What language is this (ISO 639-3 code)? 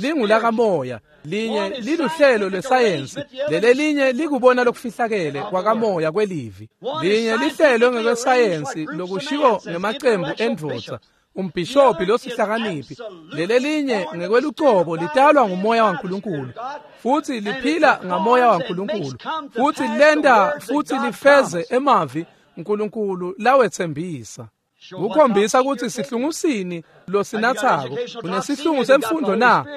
ssw